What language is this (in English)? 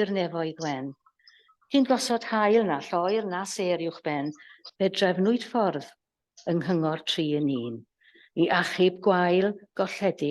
Welsh